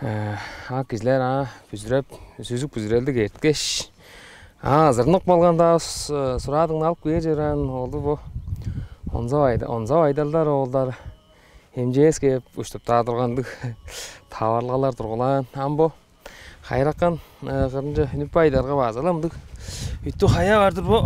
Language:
Tuvinian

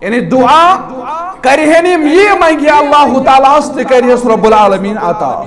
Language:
Kashmiri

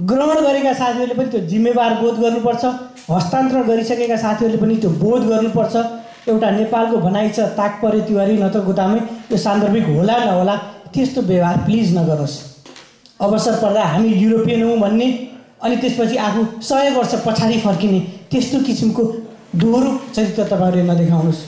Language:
Nepali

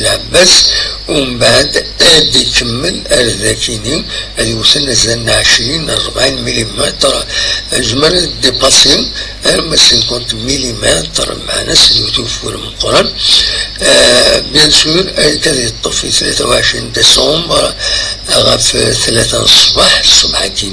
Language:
Kabyle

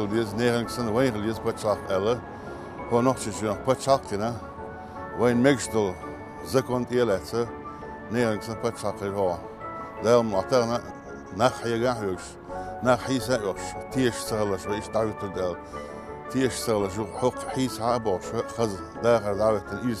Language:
Chechen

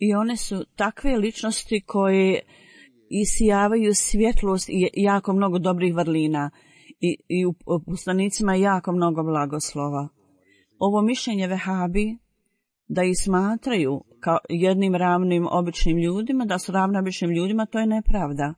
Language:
Bosnian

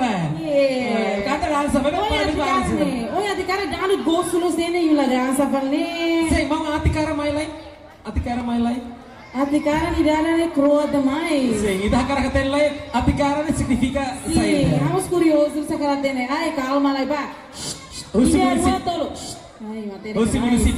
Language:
Tetum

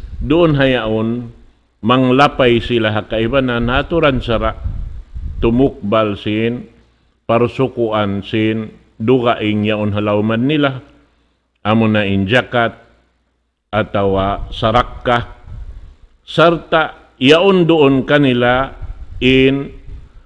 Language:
Tausug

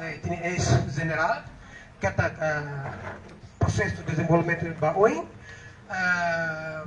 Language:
Tetum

